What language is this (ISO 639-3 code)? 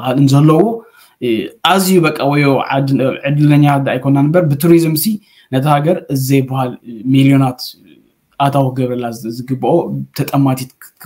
tir